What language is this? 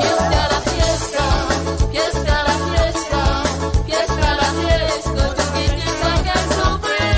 Morisyen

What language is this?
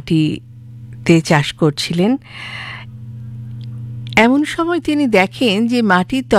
Bangla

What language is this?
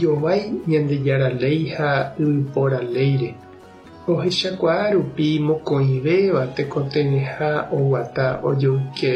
Guarani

